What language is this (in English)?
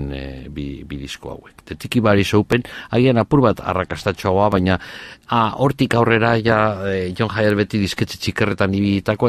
Basque